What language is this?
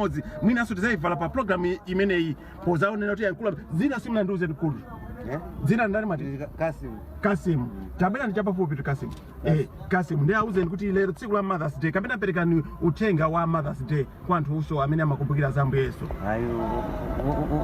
Nyanja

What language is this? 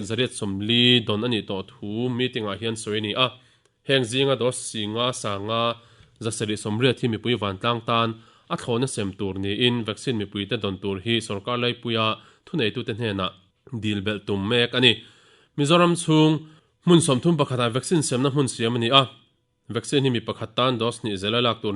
Mizo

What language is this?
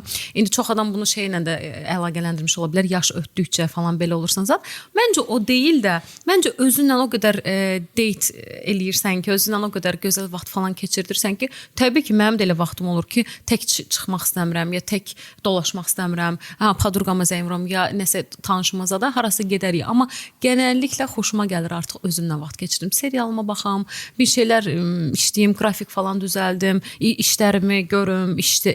Azerbaijani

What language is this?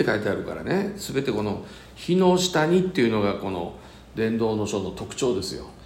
Japanese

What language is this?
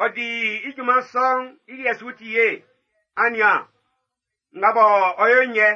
Baoulé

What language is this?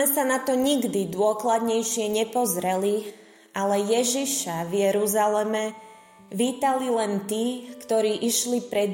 Slovak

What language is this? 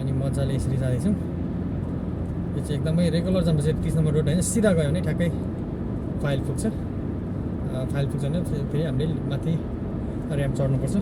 Nepali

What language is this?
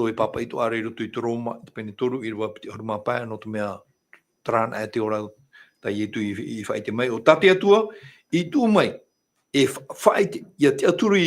Tahitian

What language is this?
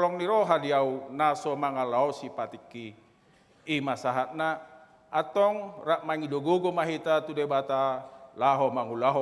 Batak Toba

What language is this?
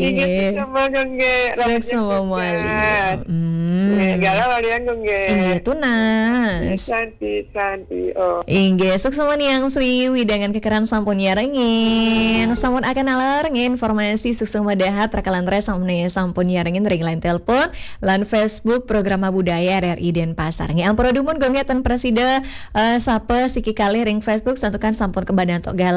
Balinese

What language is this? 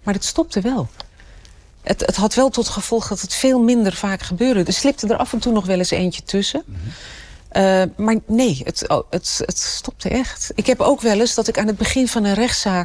Dutch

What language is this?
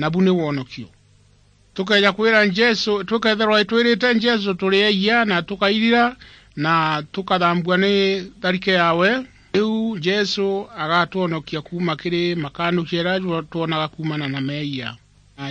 Meru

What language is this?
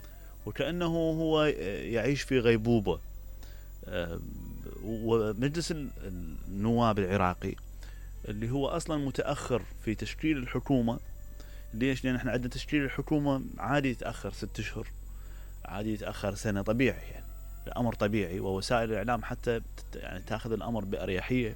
Mesopotamian Arabic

